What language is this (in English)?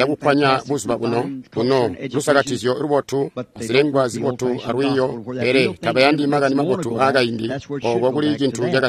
Tonga (Zambia)